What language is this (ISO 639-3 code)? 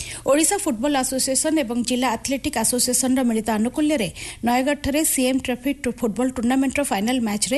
ori